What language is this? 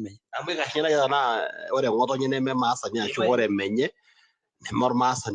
Masai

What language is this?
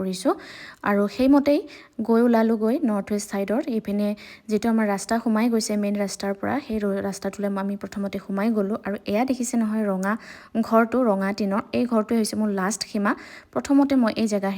Assamese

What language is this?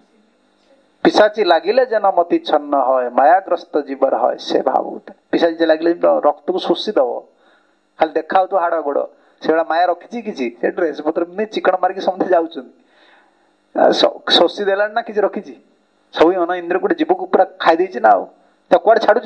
Odia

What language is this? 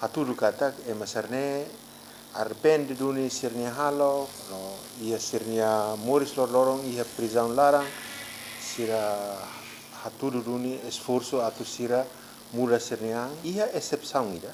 Tetum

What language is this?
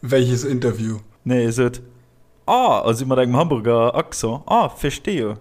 Luxembourgish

